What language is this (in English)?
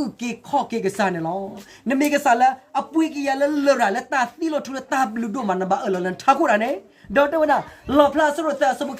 S'gaw Karen